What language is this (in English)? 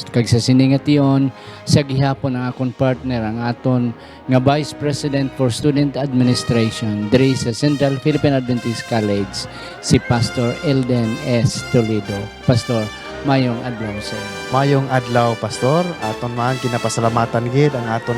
Hiligaynon